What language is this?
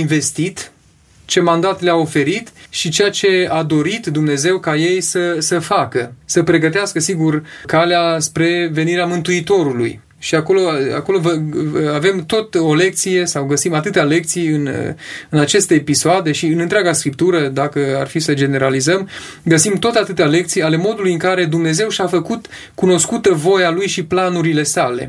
Romanian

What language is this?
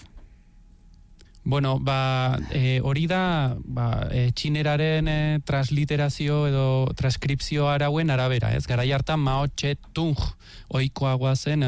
Basque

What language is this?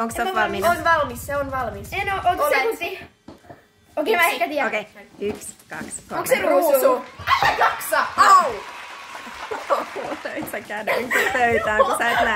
Finnish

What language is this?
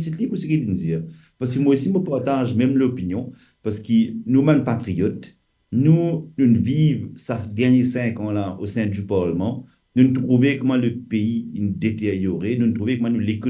Morisyen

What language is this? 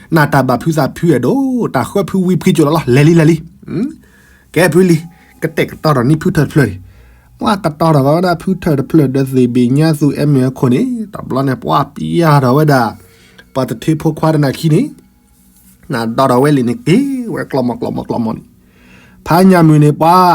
S'gaw Karen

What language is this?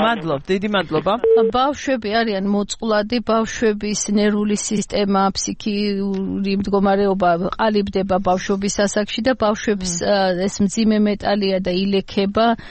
Georgian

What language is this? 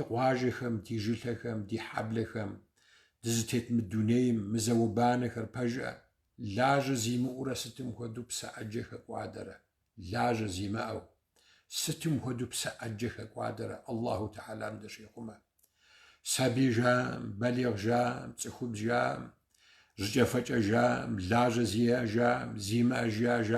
Kabardian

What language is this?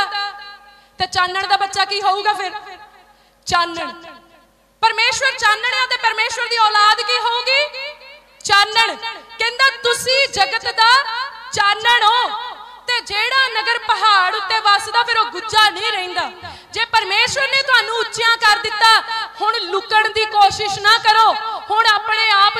Punjabi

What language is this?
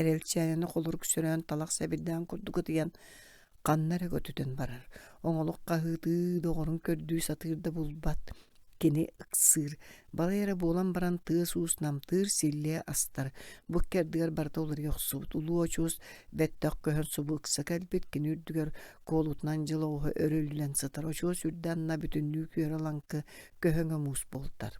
Yakut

